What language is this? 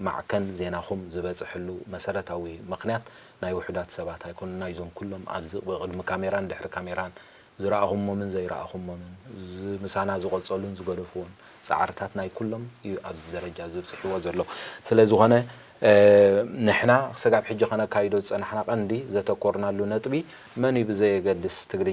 Tigrinya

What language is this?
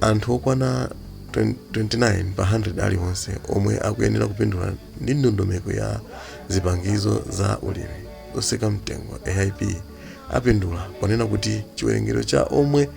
Nyanja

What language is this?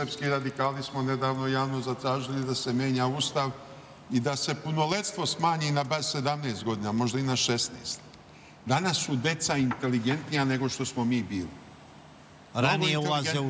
Serbian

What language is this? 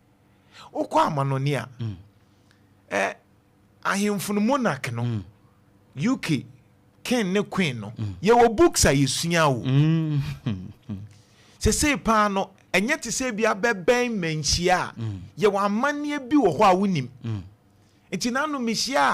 Akan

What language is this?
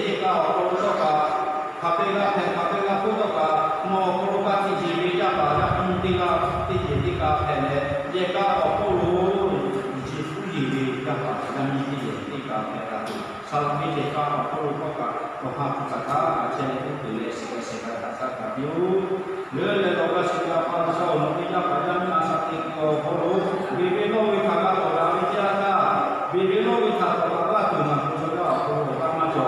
Lahu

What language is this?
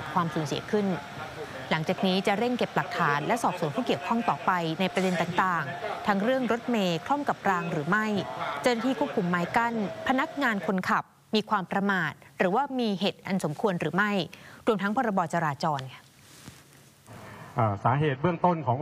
Thai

